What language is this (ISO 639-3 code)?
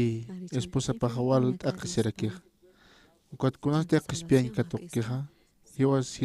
aym